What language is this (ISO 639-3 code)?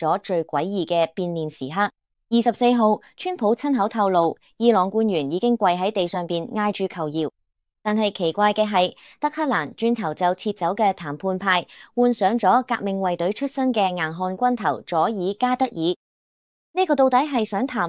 yue